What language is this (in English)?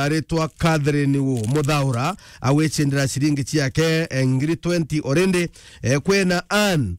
Meru